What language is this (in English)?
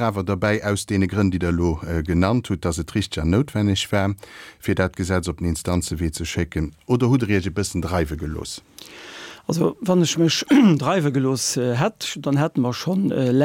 Luxembourgish